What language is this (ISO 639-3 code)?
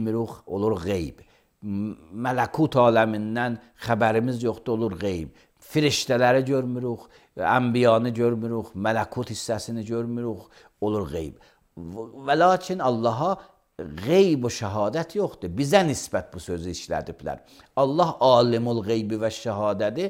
aze